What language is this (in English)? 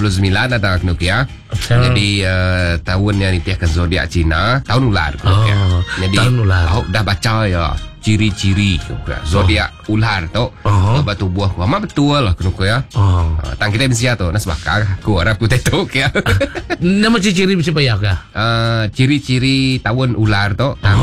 Malay